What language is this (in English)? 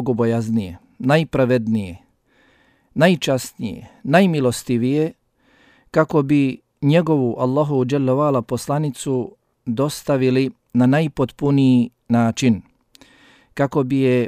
Bosnian